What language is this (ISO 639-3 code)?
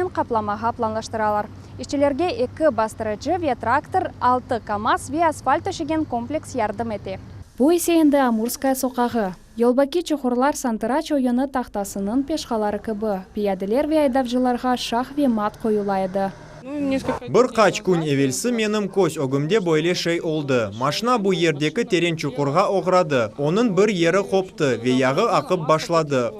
crh